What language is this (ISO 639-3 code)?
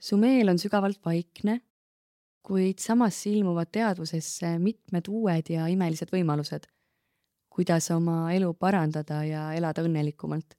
est